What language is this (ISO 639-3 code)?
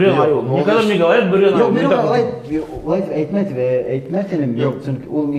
bak